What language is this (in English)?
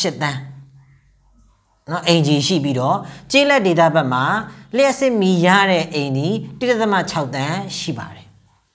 Burmese